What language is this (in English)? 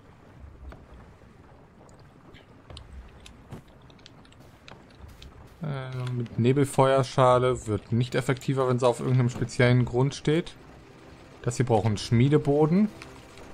German